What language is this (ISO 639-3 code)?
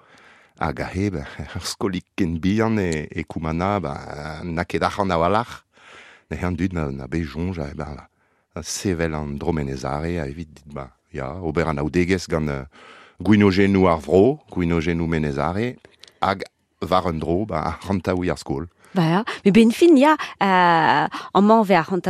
bre